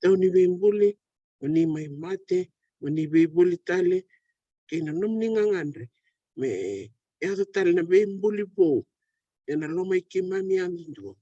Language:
Fijian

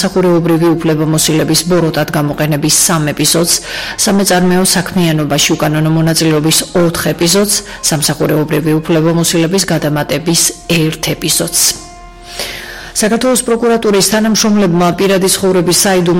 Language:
Georgian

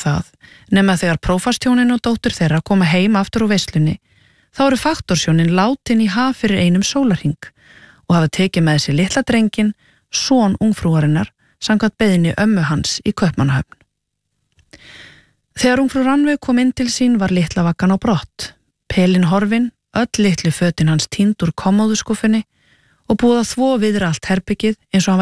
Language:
Icelandic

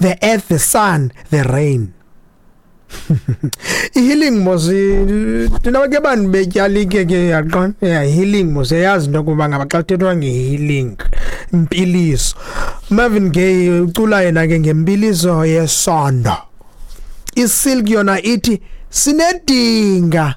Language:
Xhosa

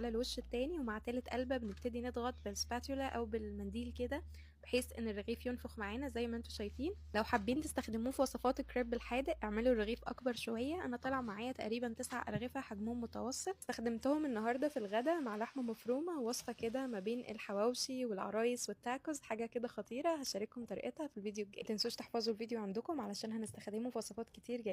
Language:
Egyptian Arabic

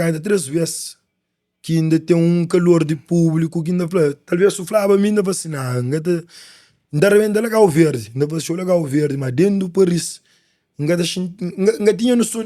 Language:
Kabuverdianu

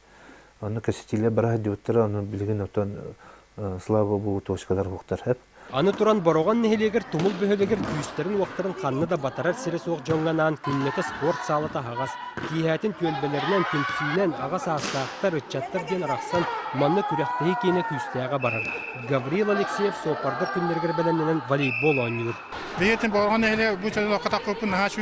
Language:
Yakut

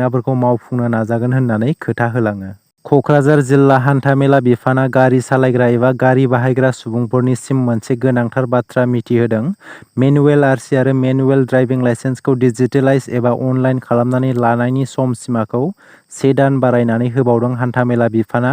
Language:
Bodo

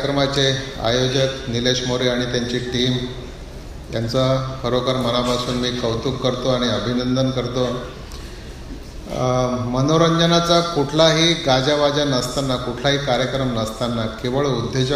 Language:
Marathi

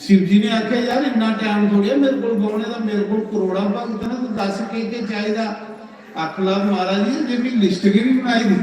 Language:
Dogri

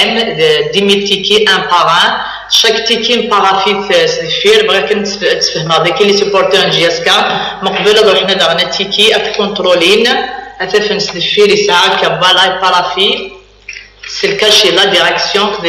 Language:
Kabyle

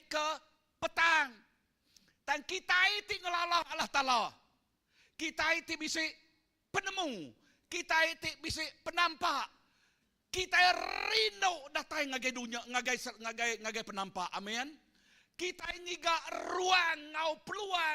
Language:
Iban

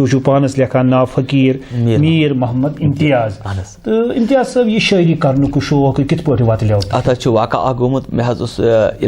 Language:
Kashmiri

